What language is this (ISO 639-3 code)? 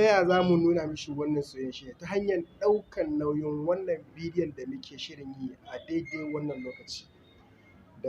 hau